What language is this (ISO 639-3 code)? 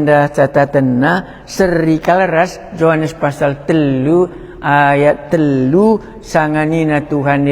btx